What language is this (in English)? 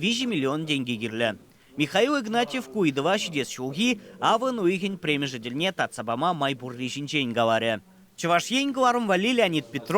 Chuvash